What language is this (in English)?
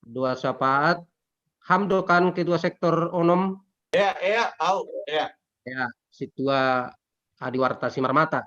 Batak Simalungun